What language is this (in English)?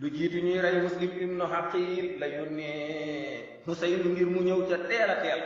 Wolof